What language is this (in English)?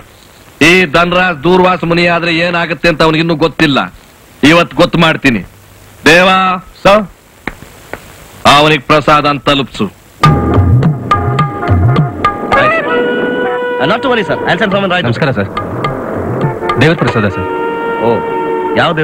Kannada